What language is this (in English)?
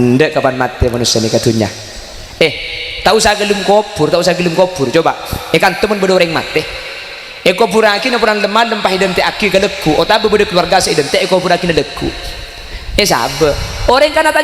Madurese